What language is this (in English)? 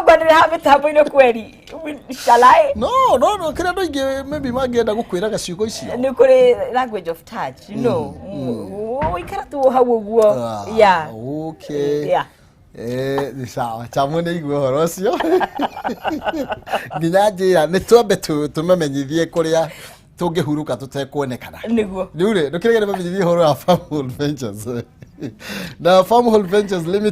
Kikuyu